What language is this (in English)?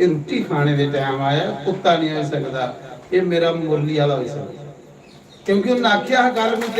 Dogri